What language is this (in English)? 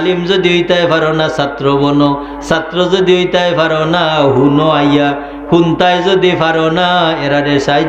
Sylheti